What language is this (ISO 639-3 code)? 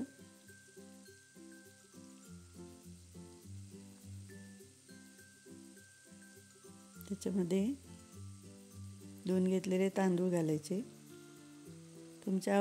mar